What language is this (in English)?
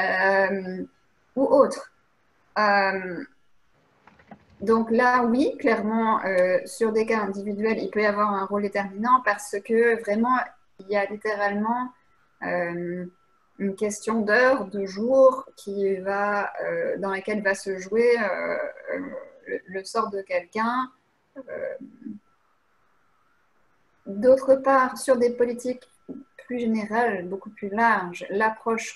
French